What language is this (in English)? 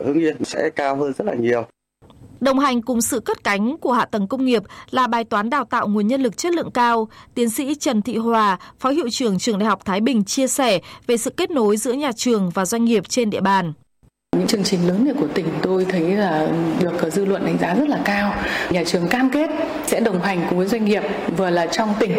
Vietnamese